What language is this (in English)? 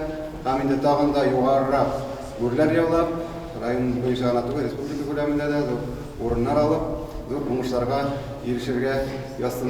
Tatar